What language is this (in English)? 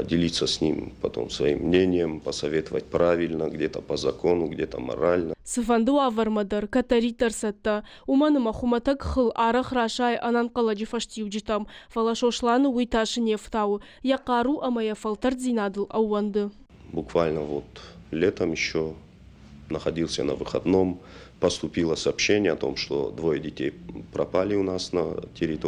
Ossetic